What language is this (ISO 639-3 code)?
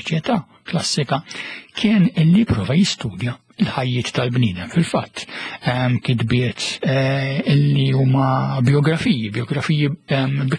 mlt